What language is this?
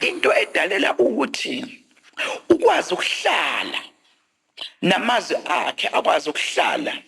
Zulu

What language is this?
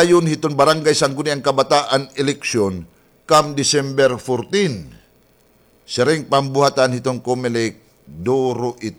Waray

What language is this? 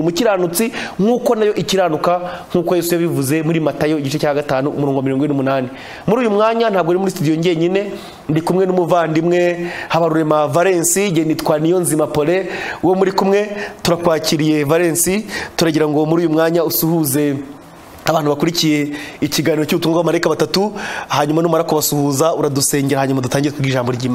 Kinyarwanda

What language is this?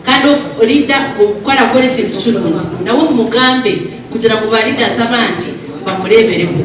Nyankole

